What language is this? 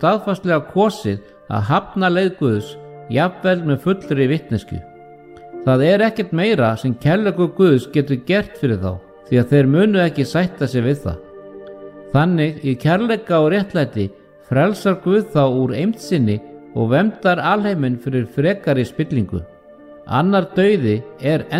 Icelandic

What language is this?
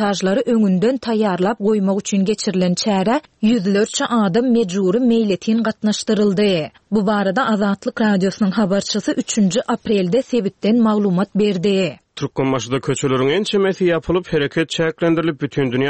Turkmen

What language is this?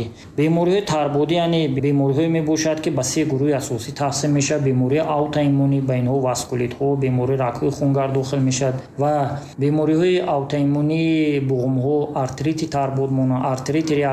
Tajik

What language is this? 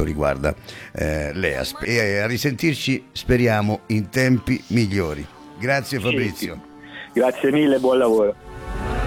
Italian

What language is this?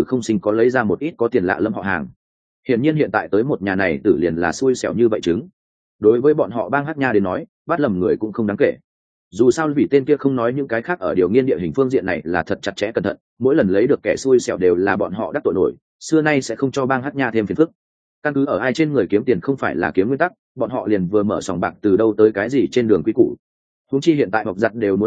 Vietnamese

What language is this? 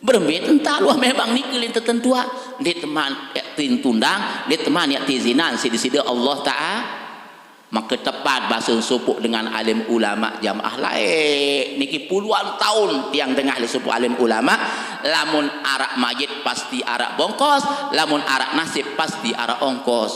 Sasak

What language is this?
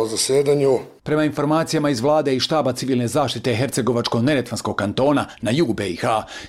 Bosnian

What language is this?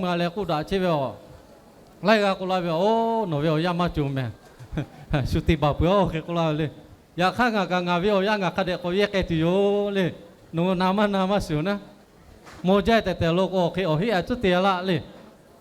Lahu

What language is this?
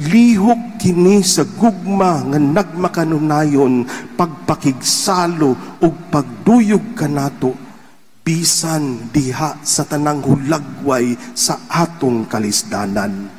Cebuano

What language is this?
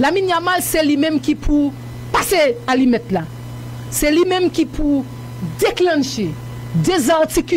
Haitian Creole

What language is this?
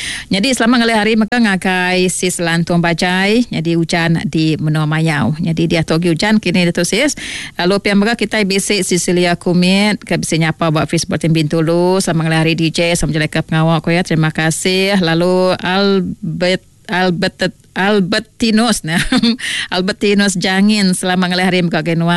Iban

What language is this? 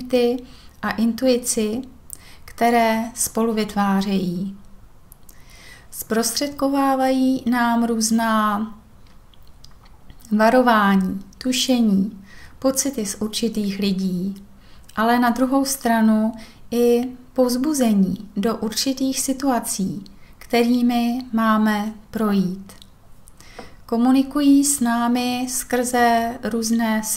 Czech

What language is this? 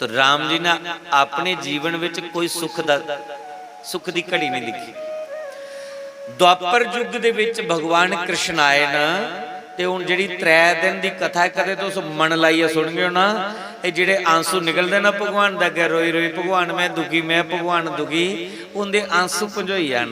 Dogri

